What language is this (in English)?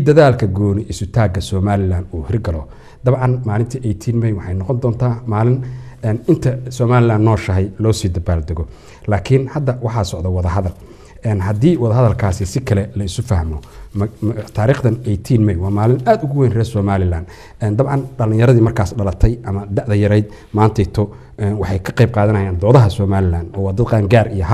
Somali